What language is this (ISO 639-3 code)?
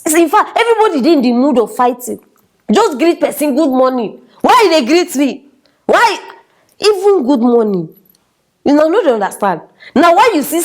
pcm